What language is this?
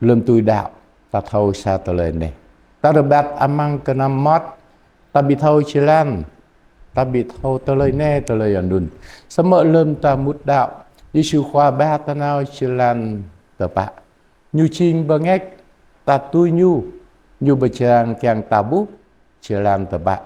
Jarai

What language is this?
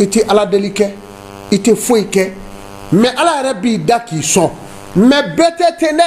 Bambara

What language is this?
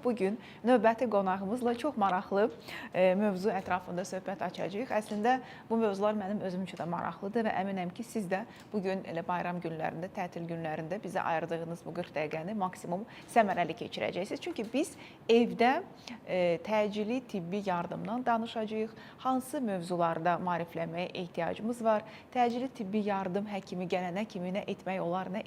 Azerbaijani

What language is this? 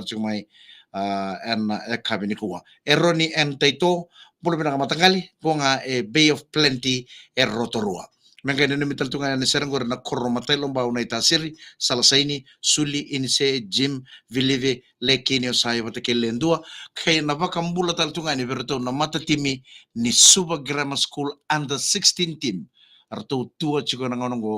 Fijian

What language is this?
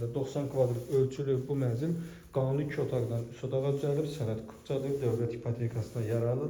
Azerbaijani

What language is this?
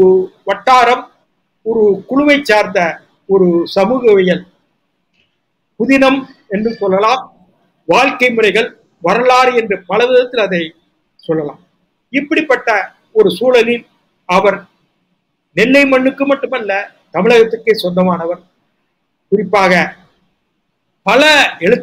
Tamil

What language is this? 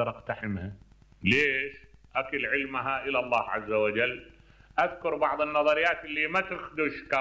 Mesopotamian Arabic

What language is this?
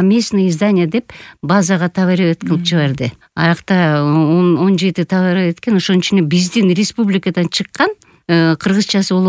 Kyrgyz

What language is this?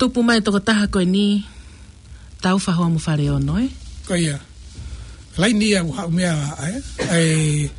Tongan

